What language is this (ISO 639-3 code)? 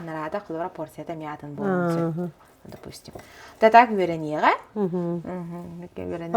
sah